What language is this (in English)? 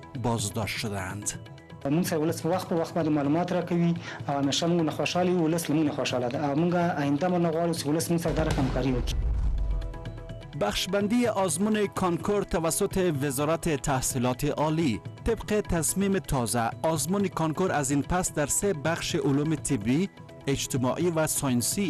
Persian